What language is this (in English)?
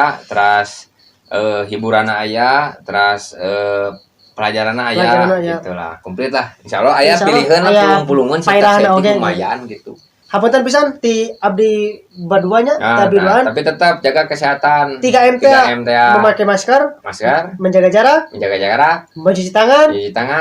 Sundanese